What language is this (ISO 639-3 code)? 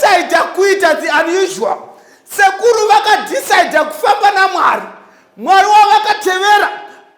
sna